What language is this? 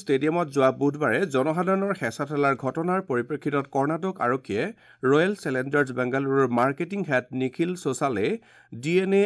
Assamese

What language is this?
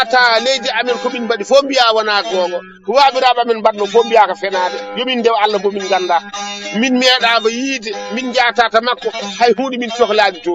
Fula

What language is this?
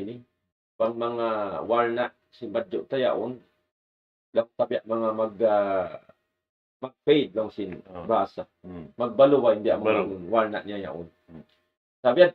Tausug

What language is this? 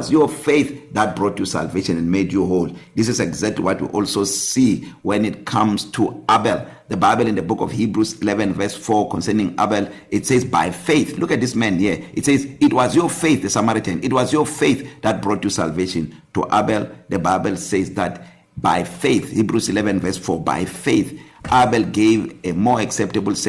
English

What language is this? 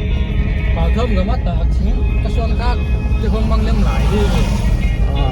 Paite Chin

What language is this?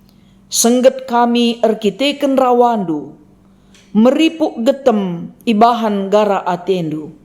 Batak Karo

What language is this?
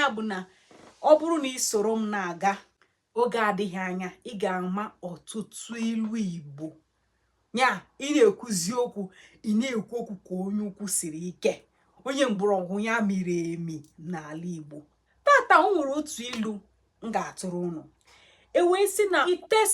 Igbo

